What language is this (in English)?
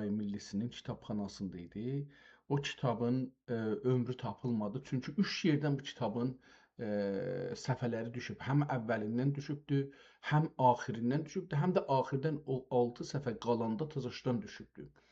South Azerbaijani